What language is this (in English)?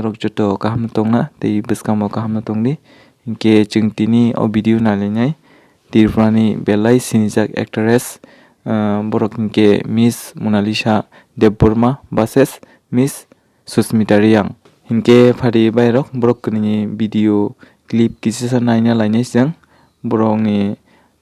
Kok Borok